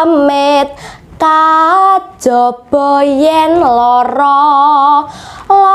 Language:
Javanese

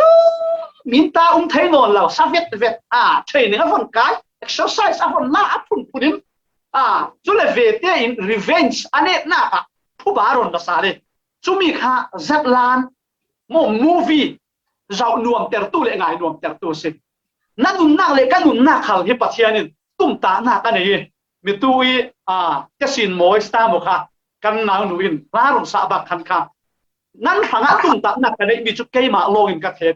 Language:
Falam Chin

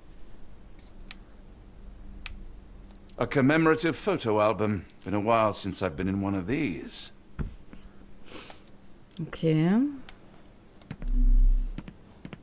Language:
German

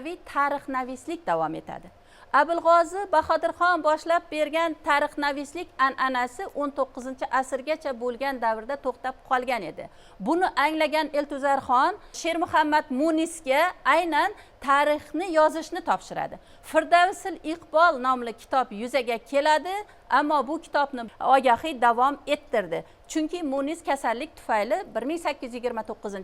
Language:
Uzbek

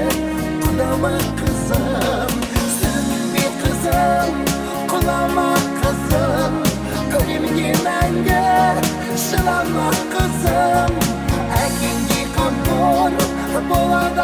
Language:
Kazakh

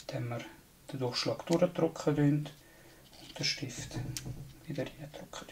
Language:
Swiss German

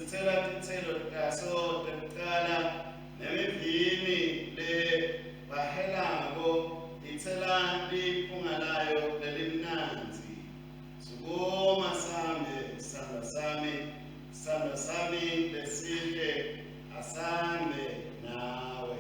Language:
Swati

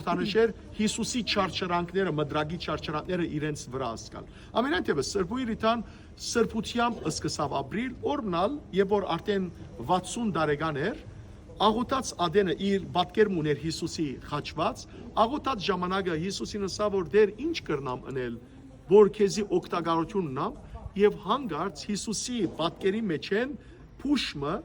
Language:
Western Armenian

